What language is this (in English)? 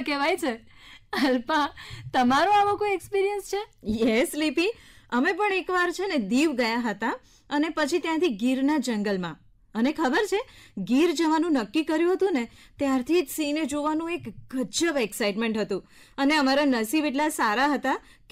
Gujarati